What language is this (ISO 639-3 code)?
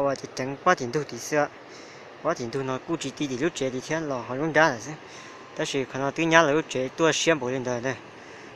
hmn